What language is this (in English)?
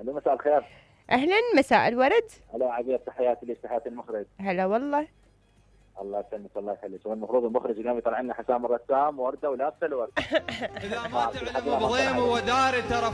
Mesopotamian Arabic